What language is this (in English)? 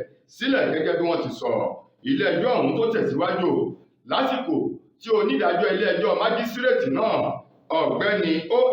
Yoruba